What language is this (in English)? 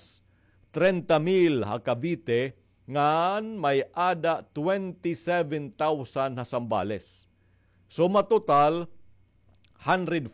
Waray